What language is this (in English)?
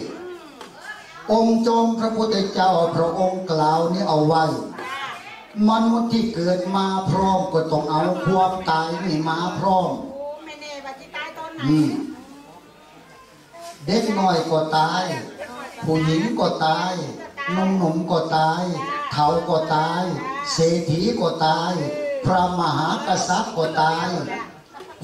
Thai